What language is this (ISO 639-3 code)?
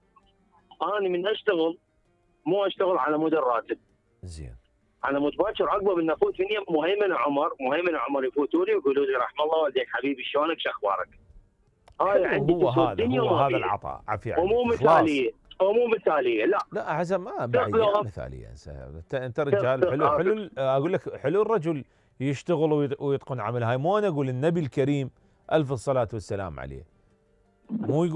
acm